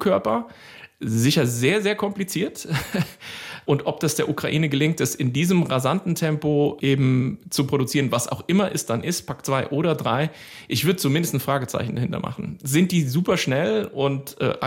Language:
German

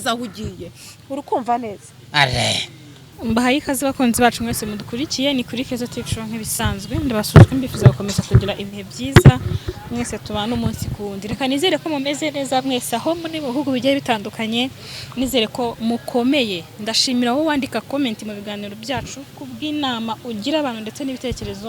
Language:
Kinyarwanda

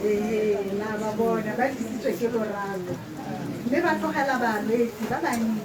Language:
Tswana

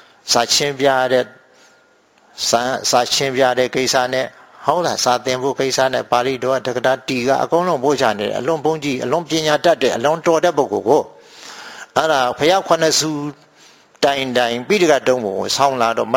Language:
Burmese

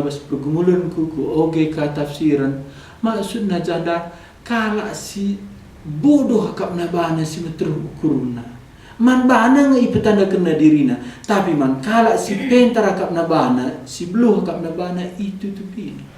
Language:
Batak Karo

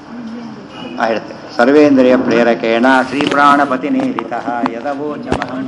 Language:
Kannada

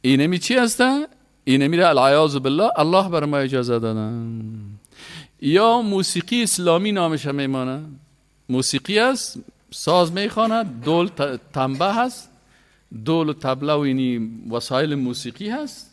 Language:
Persian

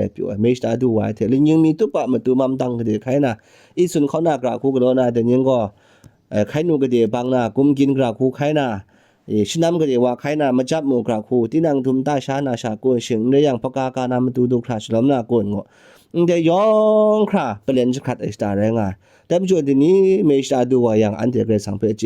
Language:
Kachin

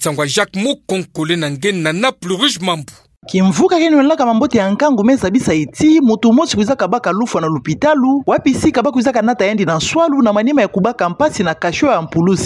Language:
Kituba (Democratic Republic of Congo)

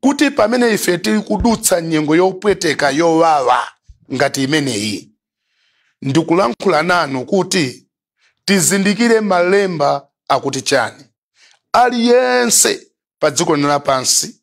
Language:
Nyanja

